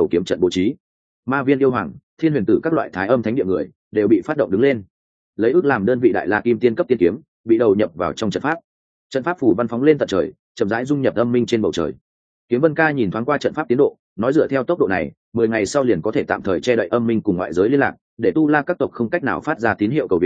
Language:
Vietnamese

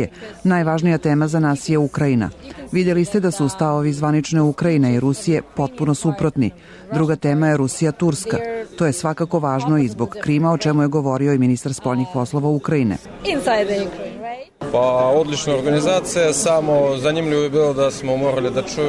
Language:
Serbian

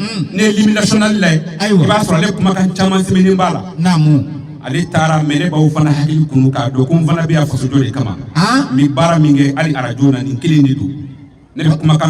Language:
Bambara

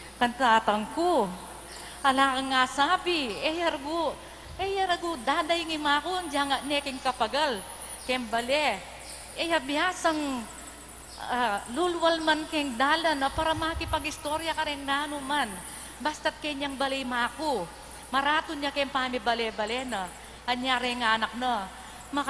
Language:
Pampanga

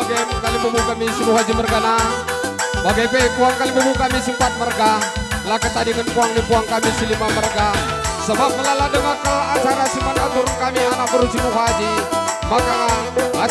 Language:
Batak Karo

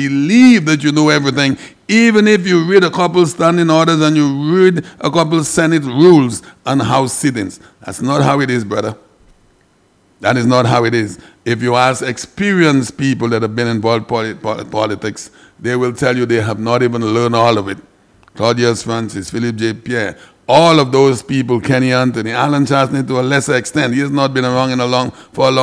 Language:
English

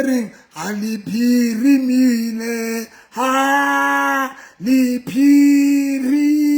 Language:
Southern Sotho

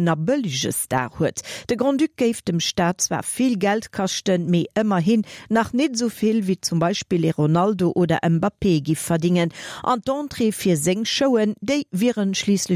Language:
Luxembourgish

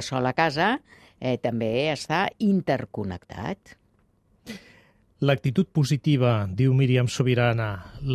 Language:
Catalan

